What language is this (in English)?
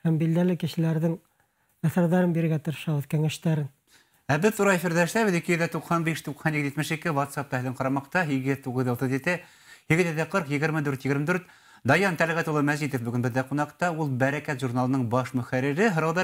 Bashkir